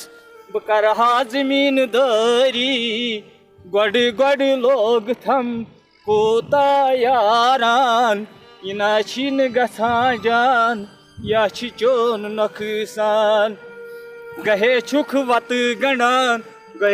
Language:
Kashmiri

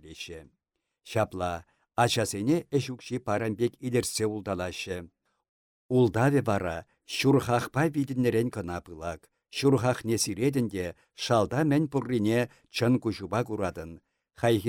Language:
Chuvash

